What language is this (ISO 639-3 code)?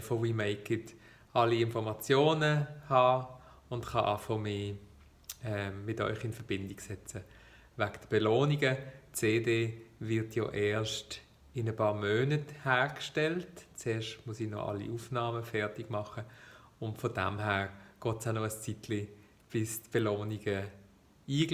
gsw